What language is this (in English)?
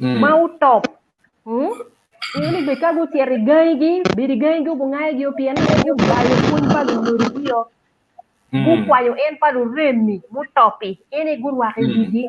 Acoli